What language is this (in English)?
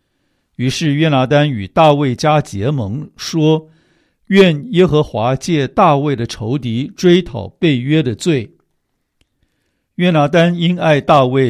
Chinese